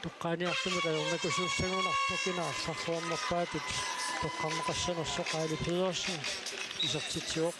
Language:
Kalaallisut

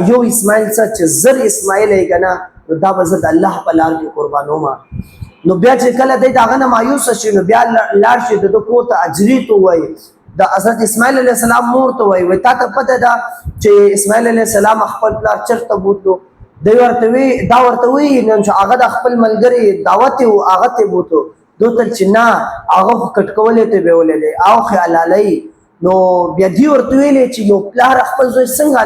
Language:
Pashto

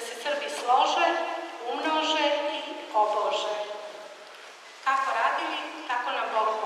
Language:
Serbian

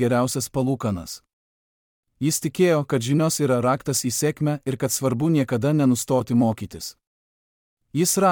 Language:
Lithuanian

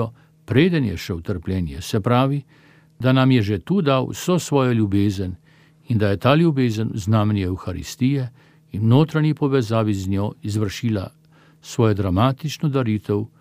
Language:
Slovenian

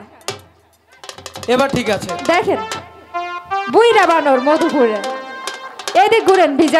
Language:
Bangla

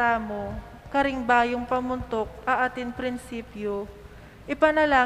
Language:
Pampanga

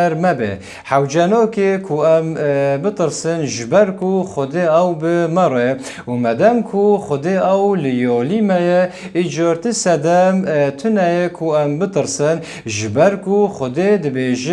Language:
Kurdish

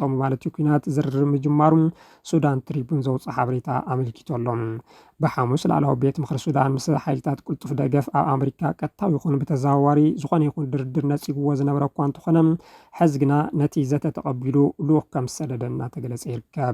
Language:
Tigrinya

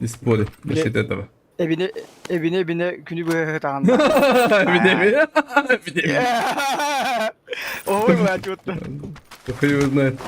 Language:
Yakut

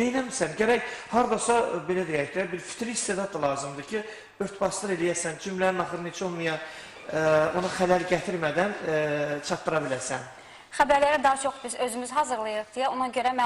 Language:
Azerbaijani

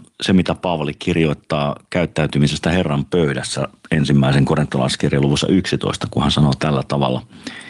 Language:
Finnish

